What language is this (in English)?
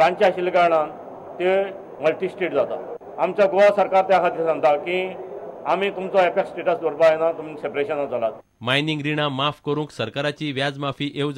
Konkani